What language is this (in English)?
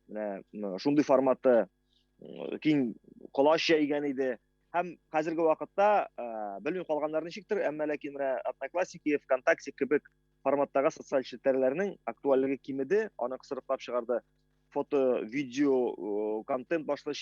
Tatar